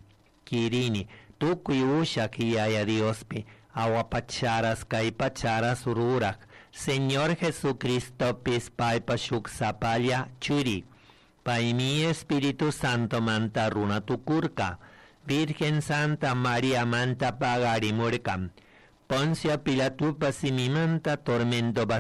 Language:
Chimborazo Highland Quichua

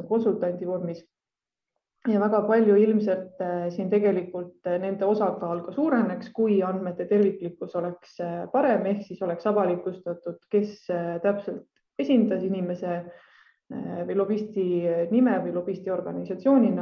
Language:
Estonian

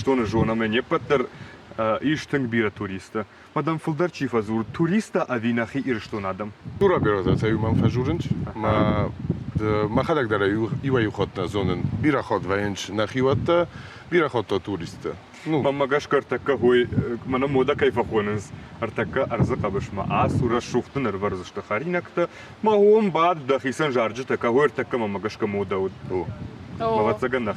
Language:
Ossetic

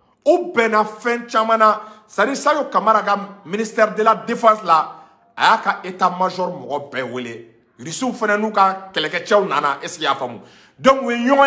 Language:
Bambara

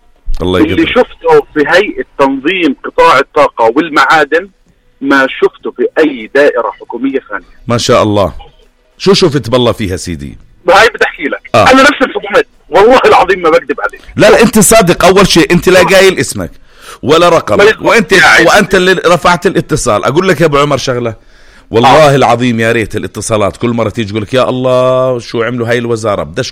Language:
North Levantine Arabic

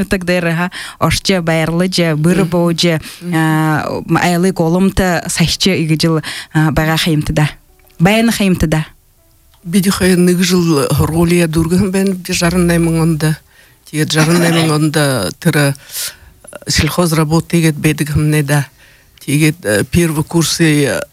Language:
Buriat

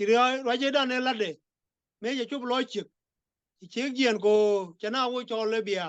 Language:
Nuer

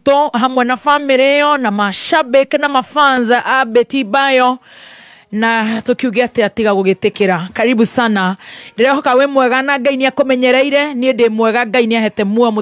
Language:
Kikuyu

